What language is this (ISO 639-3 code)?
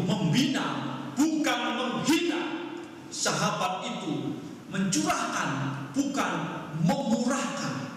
ind